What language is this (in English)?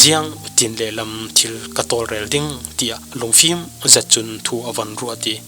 Falam Chin